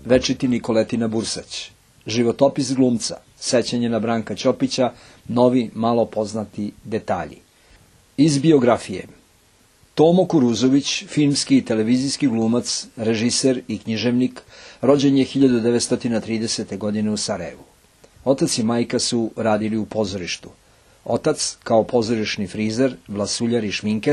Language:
Bosnian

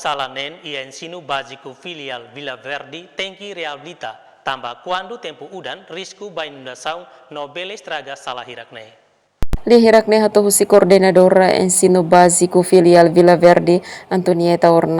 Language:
Tetum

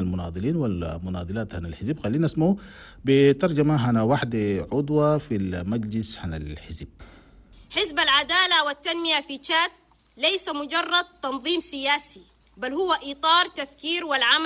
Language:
Chadian Arabic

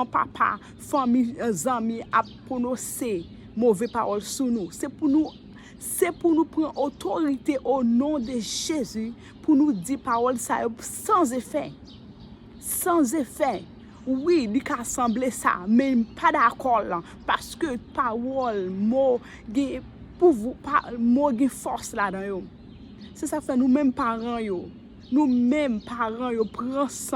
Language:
Haitian Creole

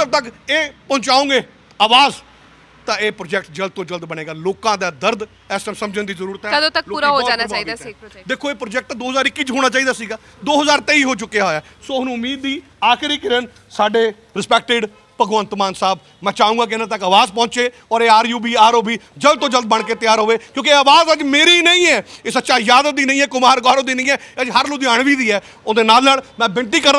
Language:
Punjabi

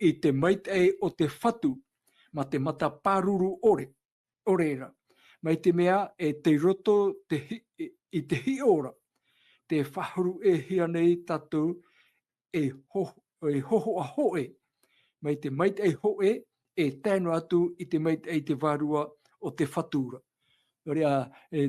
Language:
Tahitian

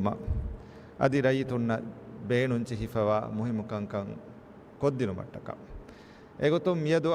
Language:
Divehi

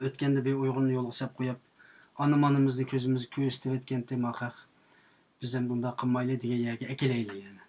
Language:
Uyghur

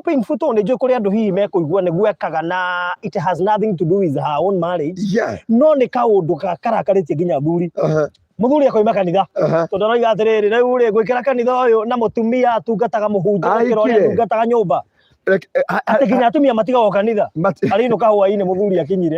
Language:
Kikuyu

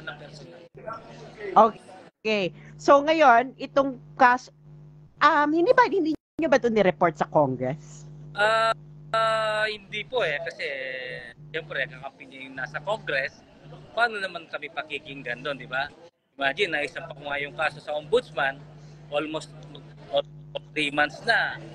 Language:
Filipino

